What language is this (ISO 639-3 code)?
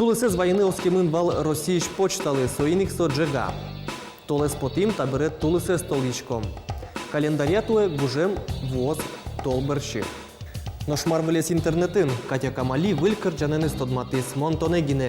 udm